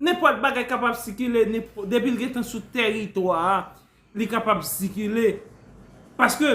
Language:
Haitian Creole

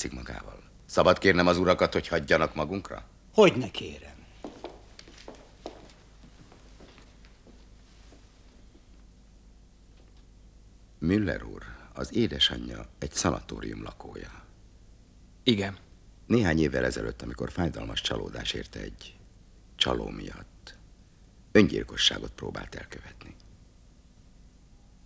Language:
Hungarian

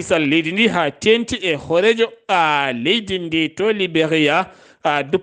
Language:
Fula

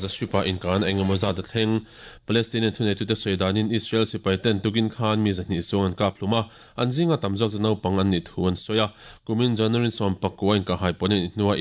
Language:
Mizo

